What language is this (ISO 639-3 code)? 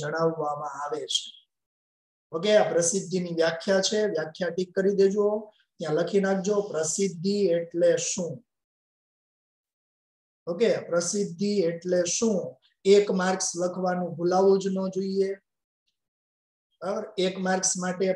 guj